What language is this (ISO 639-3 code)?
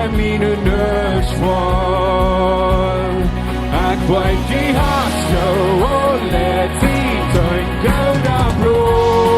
pdt